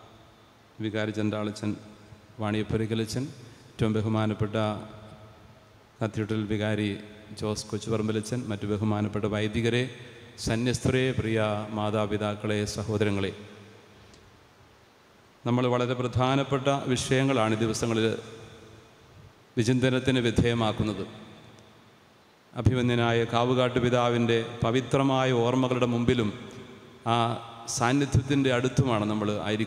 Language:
Malayalam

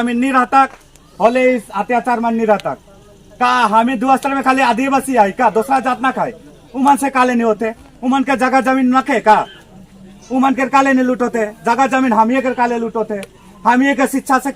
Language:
Sadri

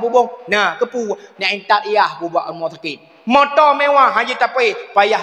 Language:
Achinese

